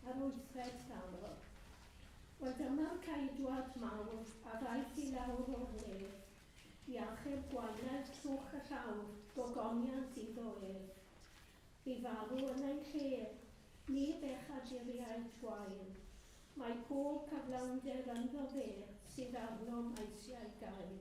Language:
Welsh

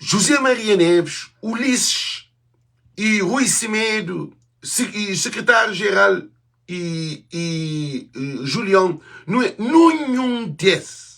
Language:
Kabuverdianu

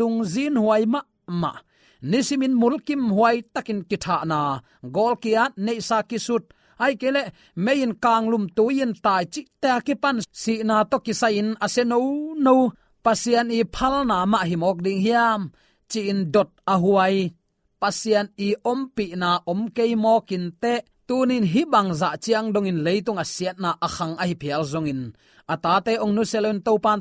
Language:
Tedim Chin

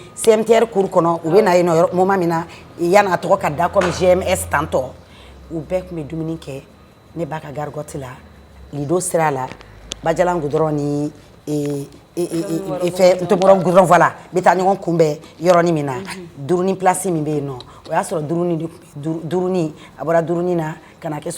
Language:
Bambara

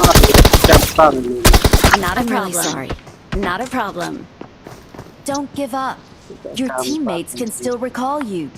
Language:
Khasi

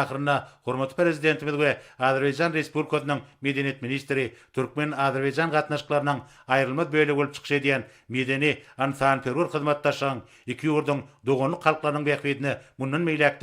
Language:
Turkmen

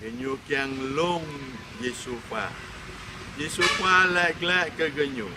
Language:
Jarai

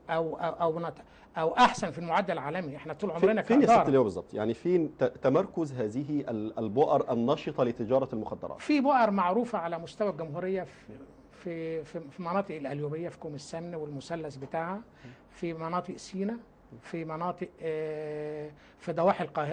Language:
Egyptian Arabic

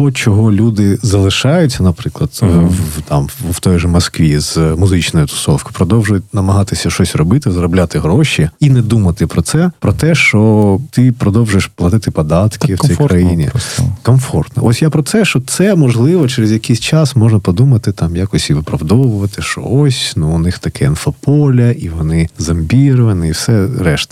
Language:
Ukrainian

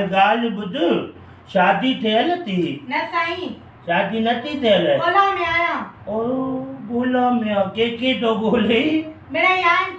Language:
Sindhi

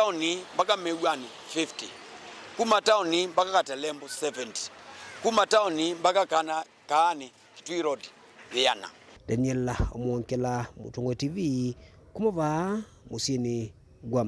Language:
Kamba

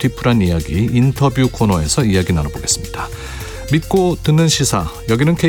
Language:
Korean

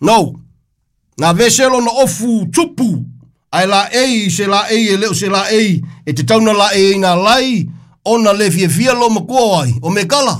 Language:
Samoan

